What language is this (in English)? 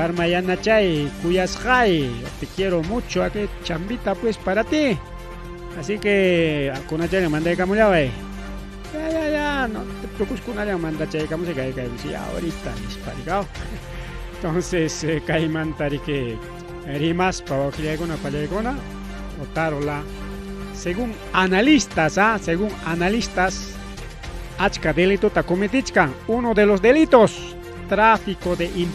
Ayacucho Quechua